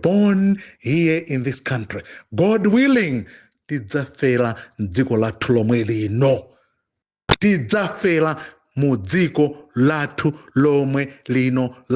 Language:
Nyanja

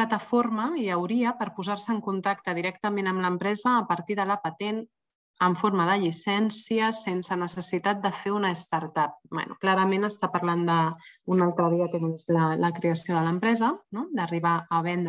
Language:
Catalan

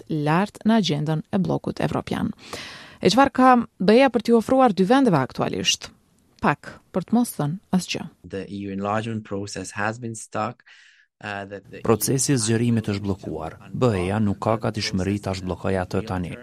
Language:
Albanian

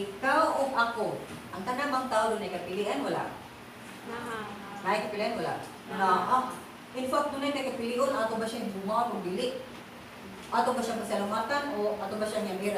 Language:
Cebuano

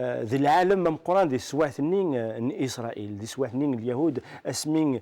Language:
Kabyle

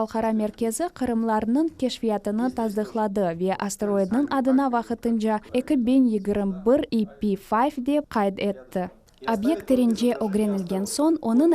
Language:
Crimean Tatar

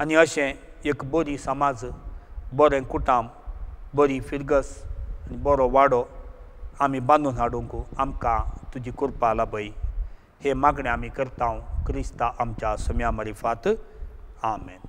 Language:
Konkani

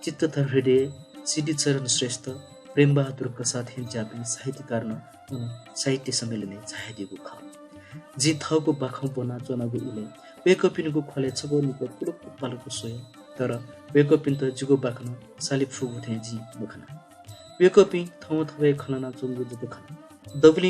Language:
Newari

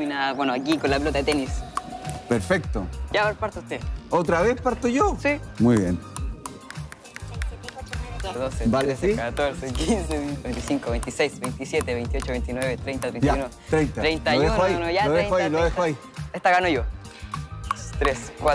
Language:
Spanish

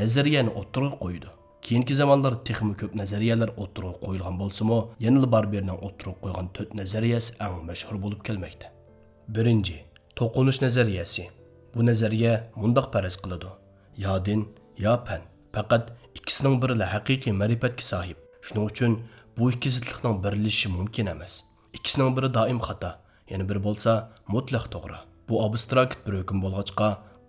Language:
Uyghur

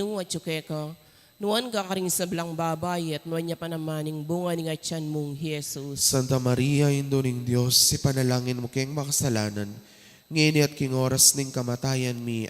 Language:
Pampanga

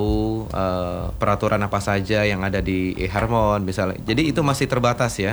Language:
Indonesian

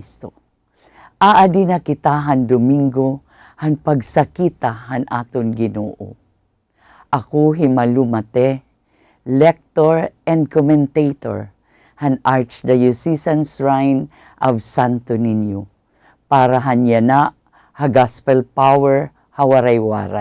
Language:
Waray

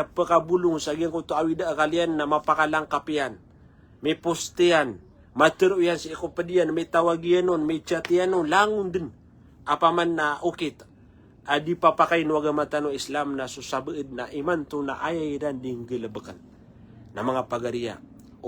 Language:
Maranao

